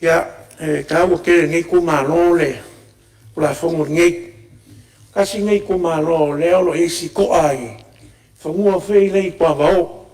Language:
Samoan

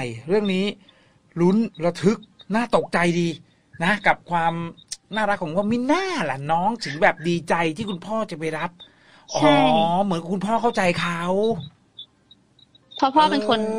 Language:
Thai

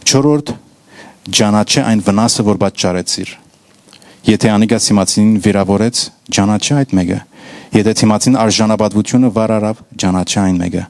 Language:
Western Armenian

